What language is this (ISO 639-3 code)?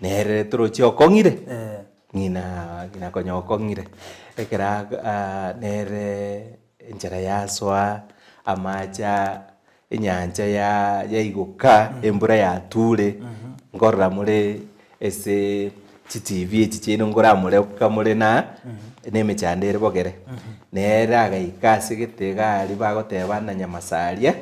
guz